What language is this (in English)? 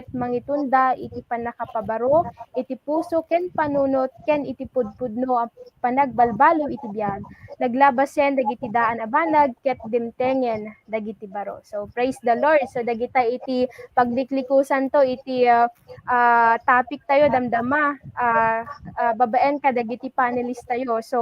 Iloko